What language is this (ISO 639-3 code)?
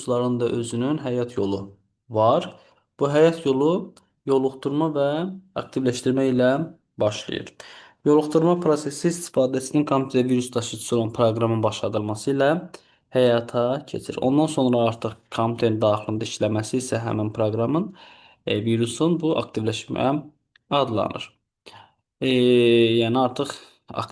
aze